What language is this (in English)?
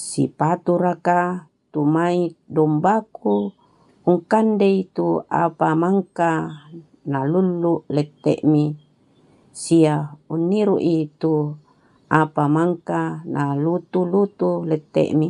Toraja-Sa'dan